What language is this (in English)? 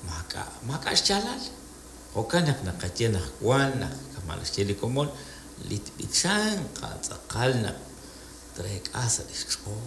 Kekchí